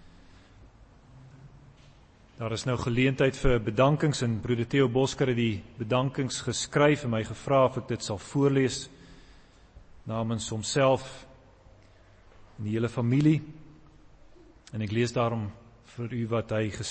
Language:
Afrikaans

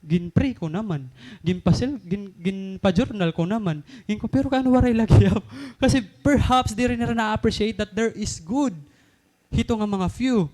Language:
Waray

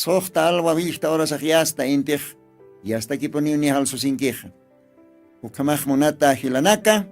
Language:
Aymara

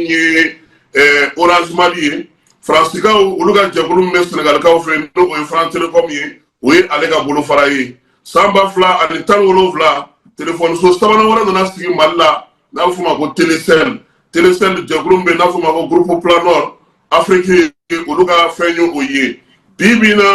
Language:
Bambara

